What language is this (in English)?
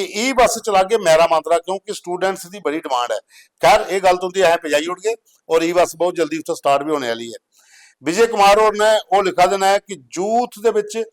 Dogri